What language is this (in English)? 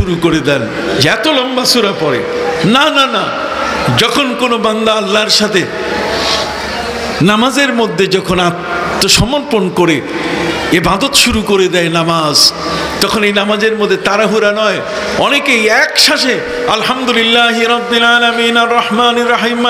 Bangla